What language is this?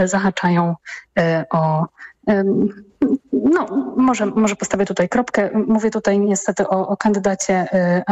Polish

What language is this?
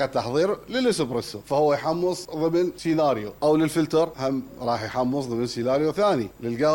Mesopotamian Arabic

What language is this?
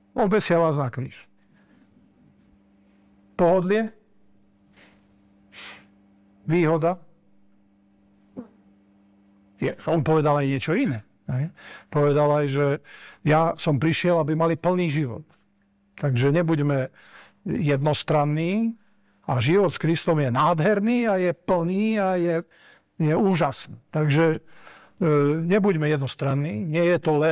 Slovak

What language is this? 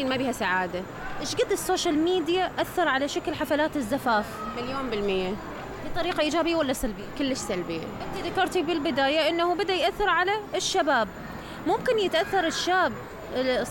Mesopotamian Arabic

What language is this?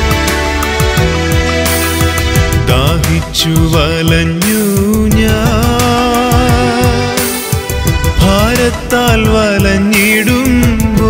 Malayalam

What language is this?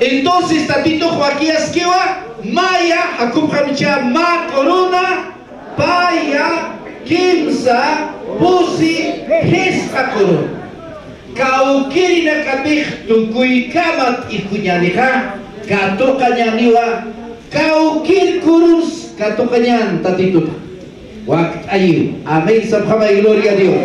Aymara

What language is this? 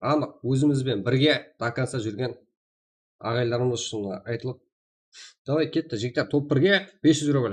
Kara-Kalpak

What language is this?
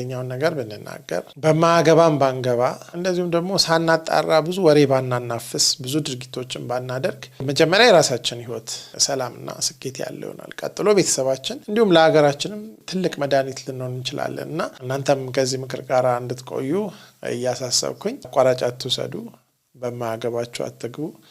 Amharic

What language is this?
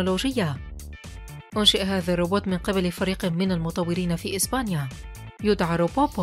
Arabic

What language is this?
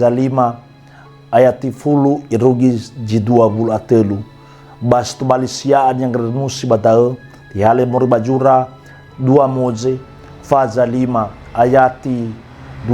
Nias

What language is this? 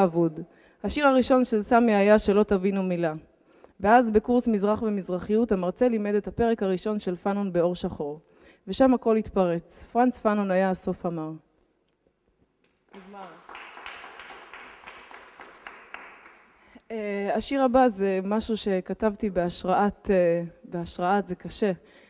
Hebrew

